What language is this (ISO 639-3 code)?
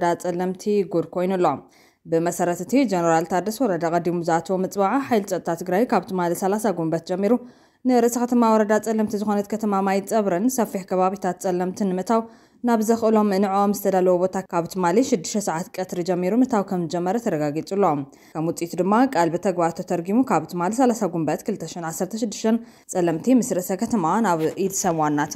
tir